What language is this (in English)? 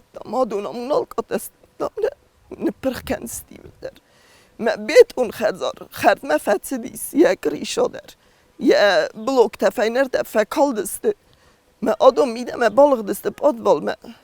Ossetic